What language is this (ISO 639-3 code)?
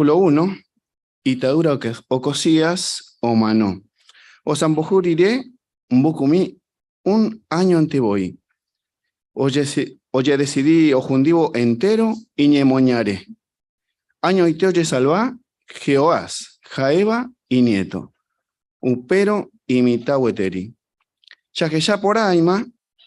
grn